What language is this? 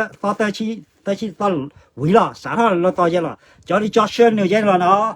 S'gaw Karen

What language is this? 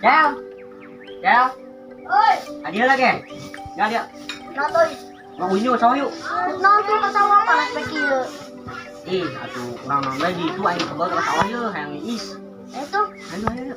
Sundanese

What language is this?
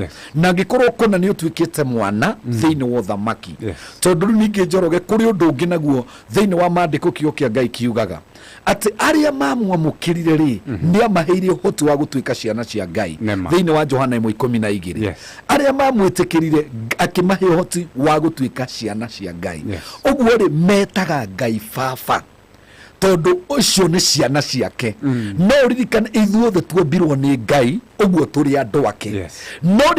Kikuyu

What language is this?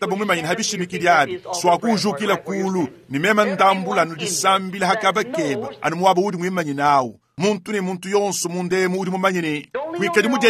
Luba-Lulua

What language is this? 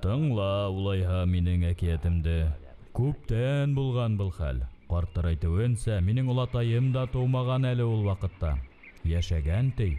Bashkir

